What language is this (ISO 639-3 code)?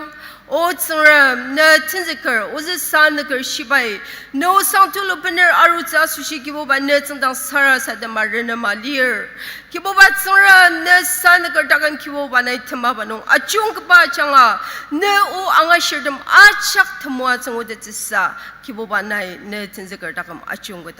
njo